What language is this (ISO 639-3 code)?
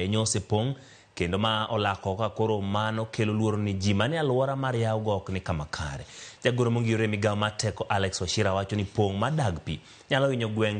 luo